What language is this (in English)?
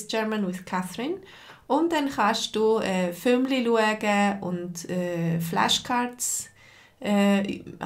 Swiss German